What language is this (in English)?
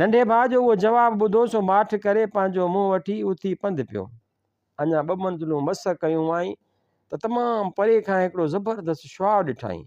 Sindhi